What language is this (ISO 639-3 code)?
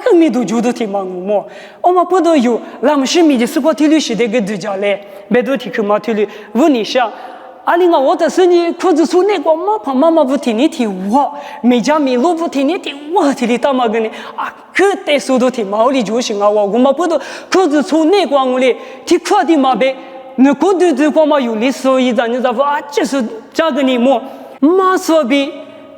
lis